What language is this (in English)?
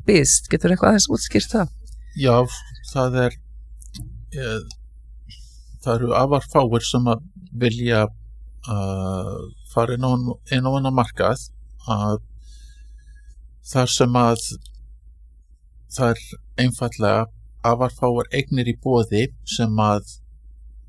Icelandic